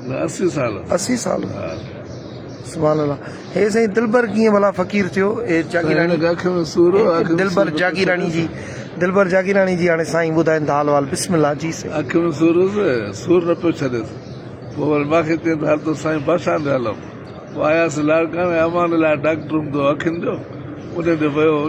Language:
Sindhi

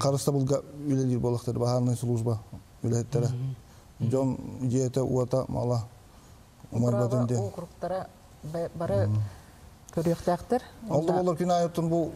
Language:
Yakut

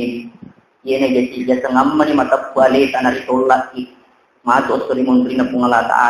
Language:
Buginese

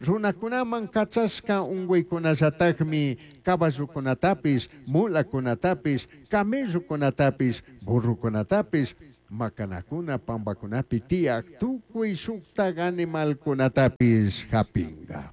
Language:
Chimborazo Highland Quichua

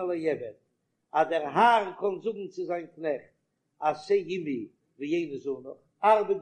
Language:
Yiddish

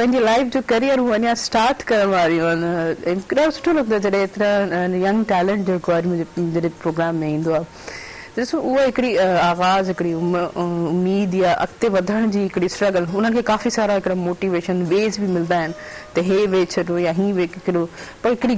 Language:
Sindhi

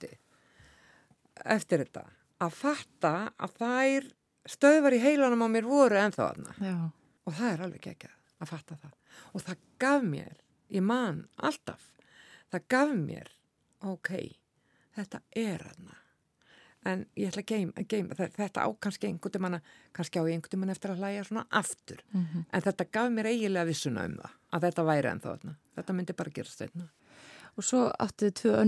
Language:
Icelandic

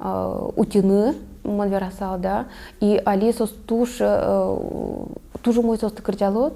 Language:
Udmurt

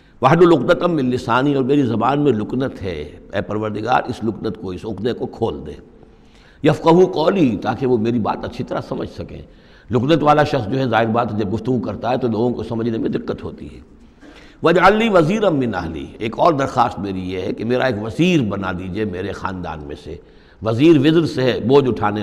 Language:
Urdu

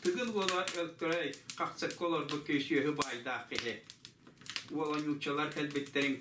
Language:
Yakut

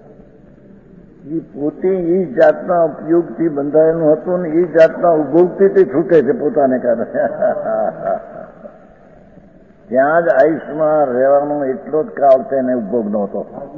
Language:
Gujarati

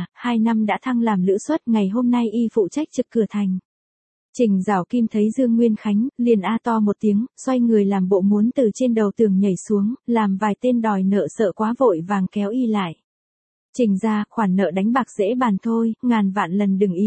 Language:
Vietnamese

